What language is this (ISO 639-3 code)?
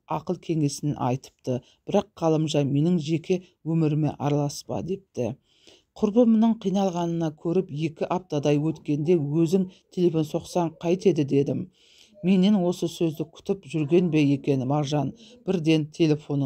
kaz